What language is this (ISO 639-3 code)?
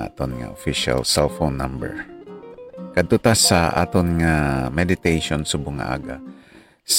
hil